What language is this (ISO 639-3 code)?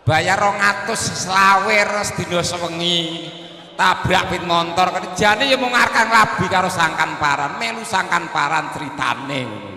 jav